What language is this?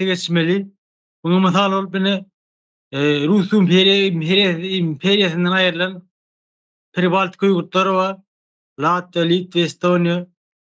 Turkmen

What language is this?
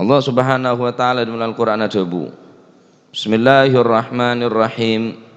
Madurese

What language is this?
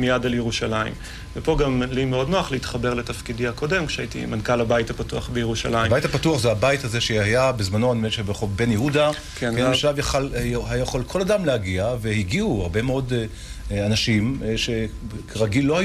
Hebrew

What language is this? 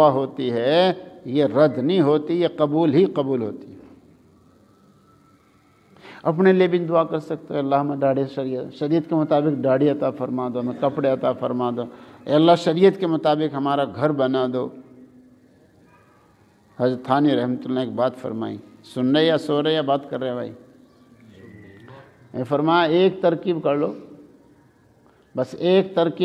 Urdu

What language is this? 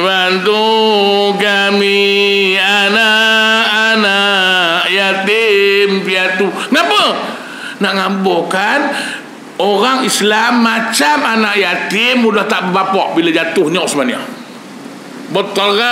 Malay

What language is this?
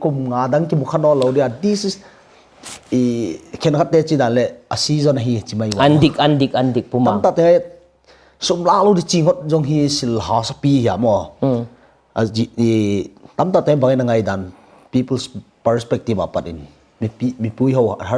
Hmar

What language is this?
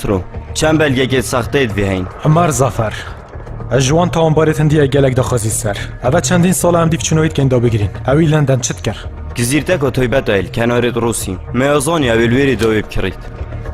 Kurdish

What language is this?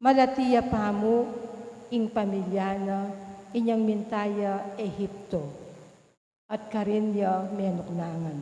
Pampanga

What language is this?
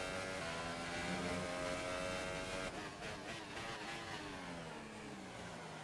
Czech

